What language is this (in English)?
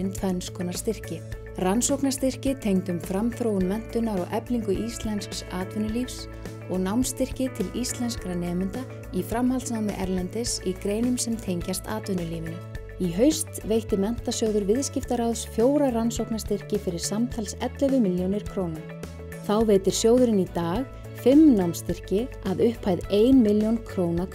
Icelandic